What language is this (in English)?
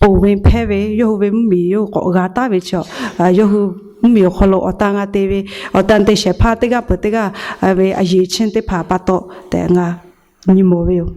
Lahu